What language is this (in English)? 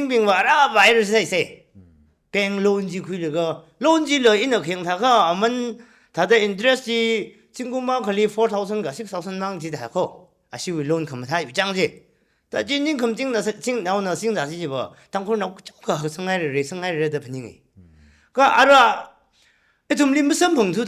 Tangkhul Naga (India)